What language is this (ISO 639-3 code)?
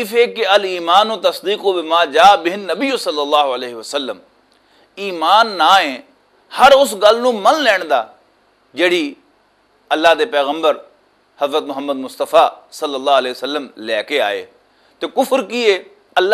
lah